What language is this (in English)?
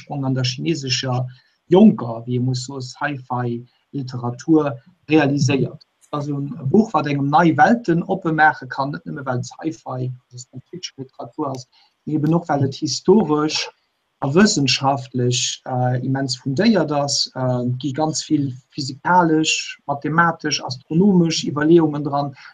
Luxembourgish